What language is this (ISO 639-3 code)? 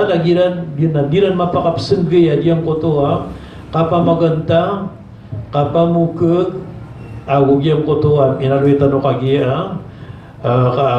mrw